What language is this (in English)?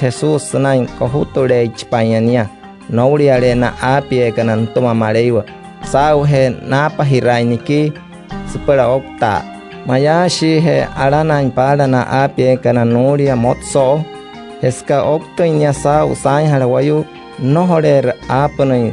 Wayuu